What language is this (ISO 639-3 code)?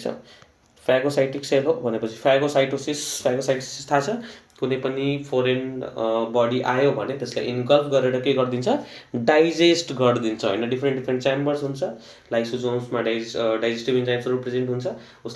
nep